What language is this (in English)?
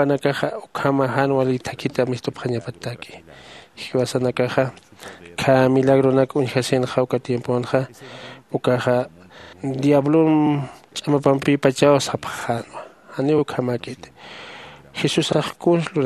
Aymara